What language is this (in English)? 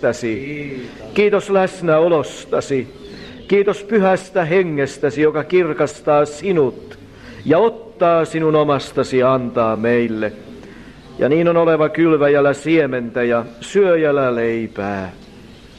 Finnish